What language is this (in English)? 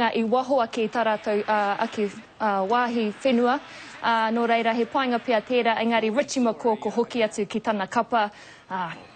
Māori